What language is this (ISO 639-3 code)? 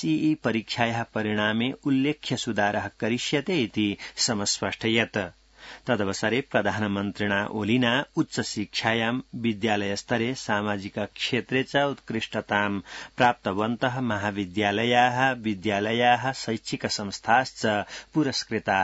san